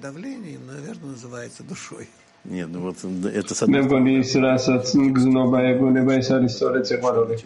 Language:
Georgian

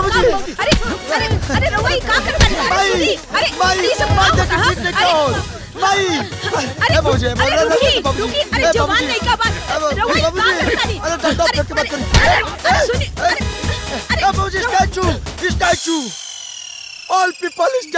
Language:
Bhojpuri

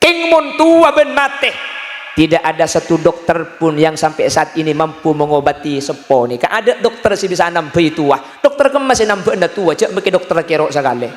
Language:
Madurese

